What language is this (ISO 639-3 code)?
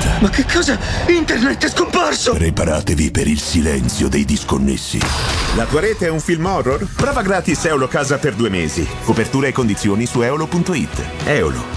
ita